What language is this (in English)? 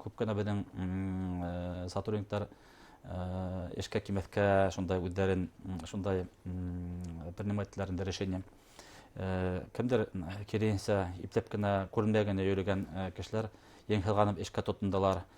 Bashkir